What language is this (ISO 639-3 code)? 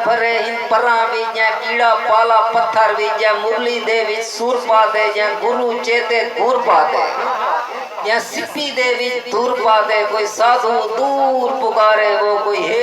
skr